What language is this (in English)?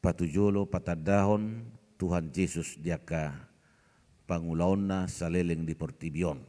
Batak Toba